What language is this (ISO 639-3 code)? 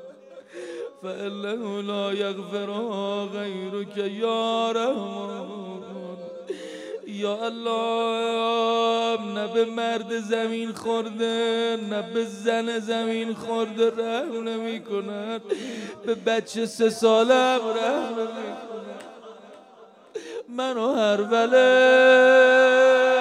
fas